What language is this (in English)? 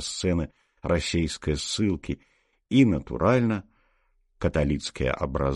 Belarusian